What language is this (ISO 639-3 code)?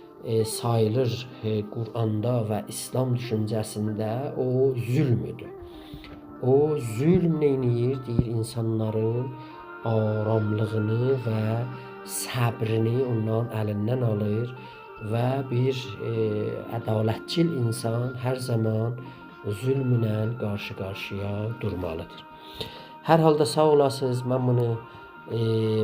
azb